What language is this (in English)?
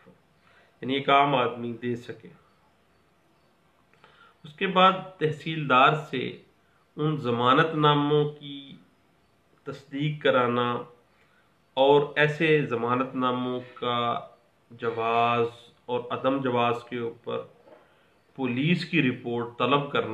Urdu